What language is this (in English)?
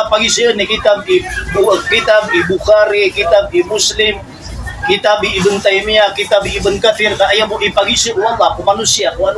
Maranao